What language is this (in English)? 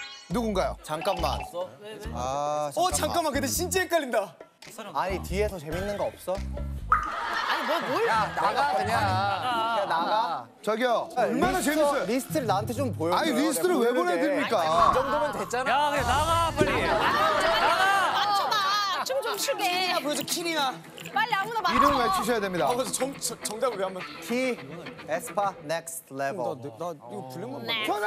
Korean